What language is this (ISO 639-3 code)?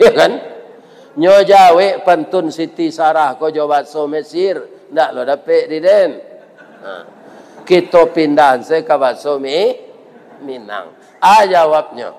min